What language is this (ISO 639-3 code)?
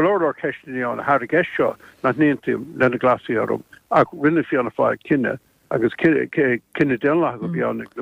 gle